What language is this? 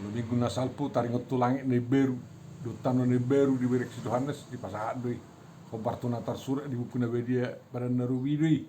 Batak Toba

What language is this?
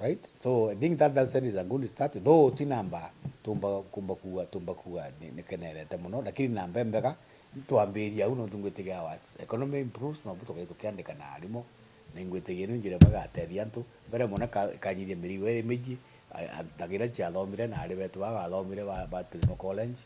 Meru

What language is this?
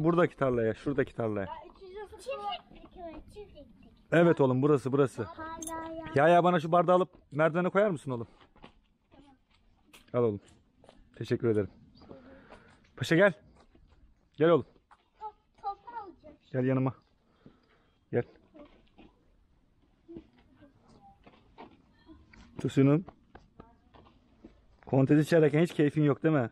Turkish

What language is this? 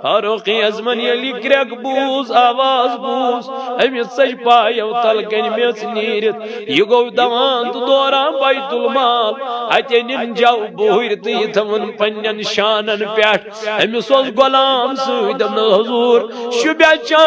Kashmiri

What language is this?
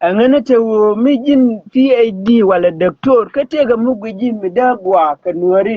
Nuer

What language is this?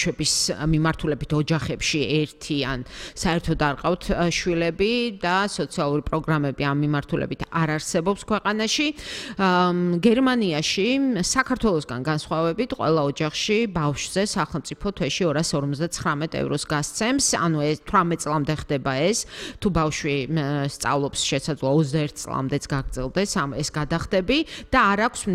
Georgian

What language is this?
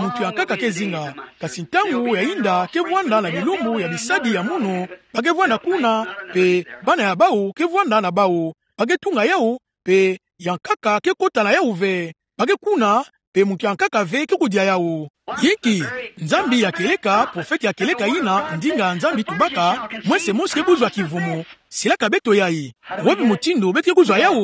Kituba (Democratic Republic of Congo)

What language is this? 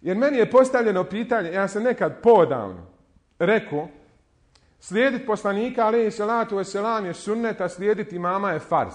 Bosnian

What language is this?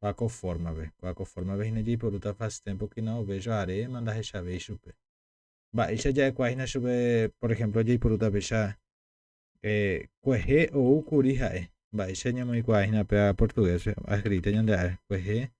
Guarani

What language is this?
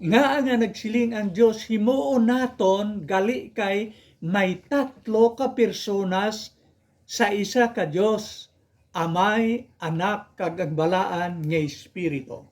Hiligaynon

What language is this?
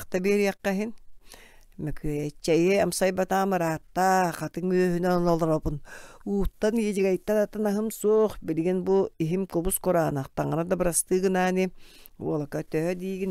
Yakut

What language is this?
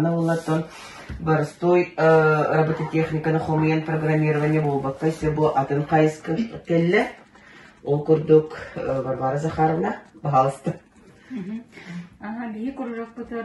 Yakut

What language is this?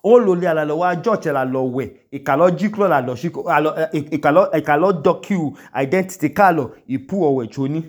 Idoma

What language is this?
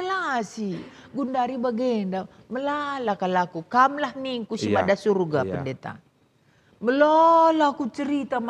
Batak Karo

